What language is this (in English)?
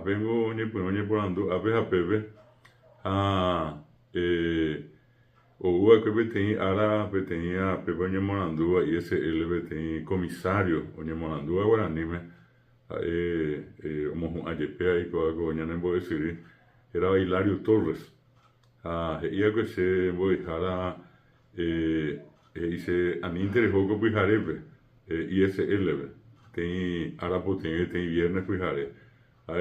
Guarani